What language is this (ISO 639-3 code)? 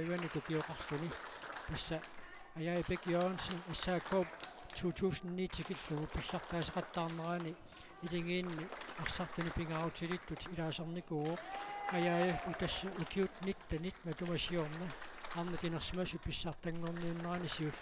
kal